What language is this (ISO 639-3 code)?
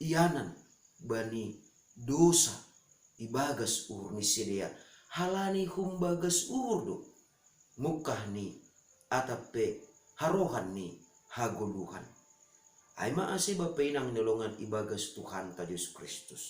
bts